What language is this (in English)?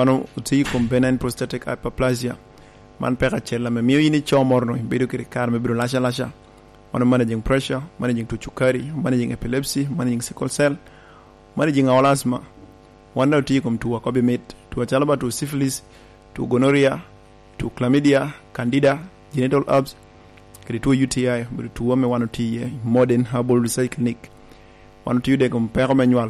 Lango (Uganda)